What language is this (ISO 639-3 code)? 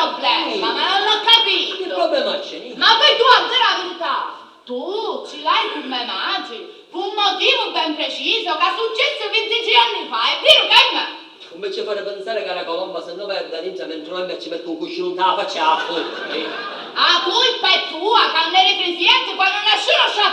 scn